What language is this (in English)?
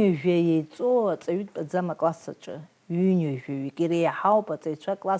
Abkhazian